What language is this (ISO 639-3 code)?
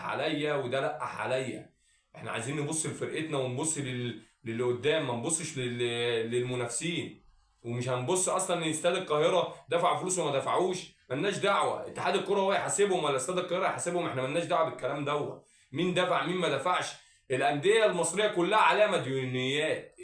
arz